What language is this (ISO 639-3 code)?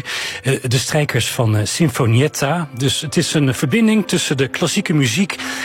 nld